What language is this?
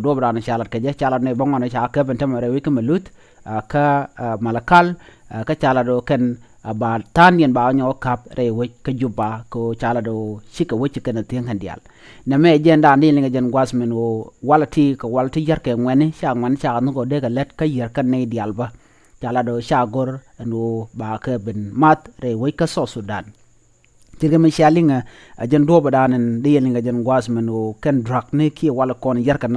Nuer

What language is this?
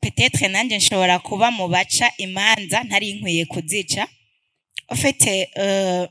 Rundi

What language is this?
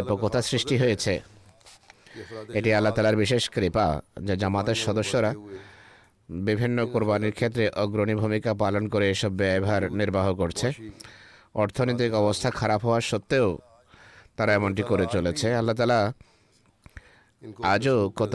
Bangla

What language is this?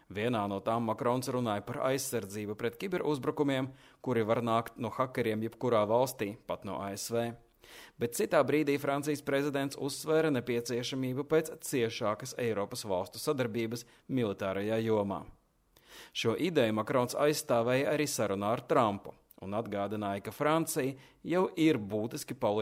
Latvian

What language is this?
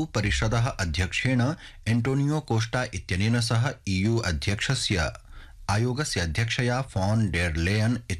Sanskrit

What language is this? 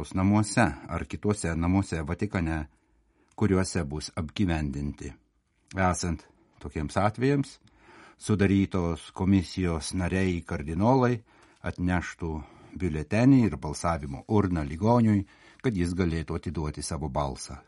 Lithuanian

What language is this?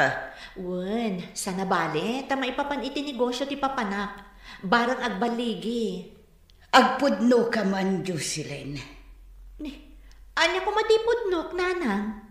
Iloko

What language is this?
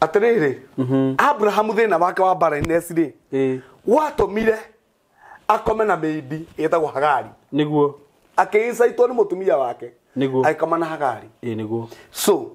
Kikuyu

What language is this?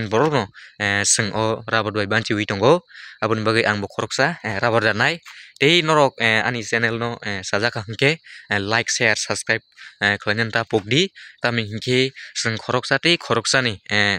Kok Borok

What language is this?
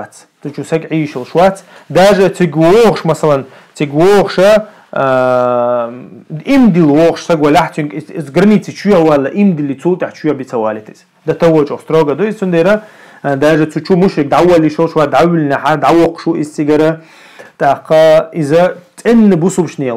Chechen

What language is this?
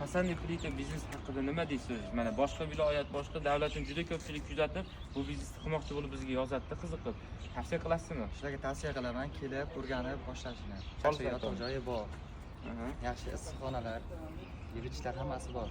Uzbek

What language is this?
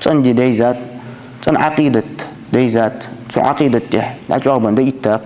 Ingush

